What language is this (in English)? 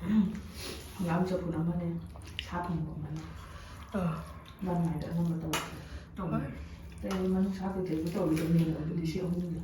Manipuri